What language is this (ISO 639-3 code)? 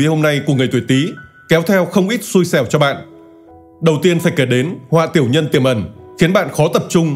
vie